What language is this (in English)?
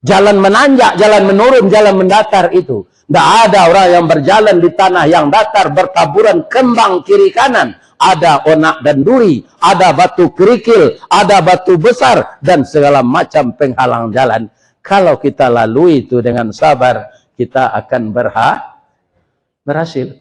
Minangkabau